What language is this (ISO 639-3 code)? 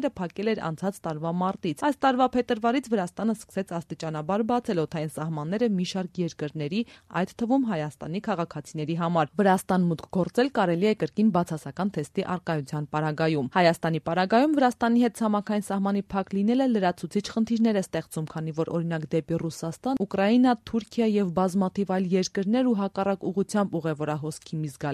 hye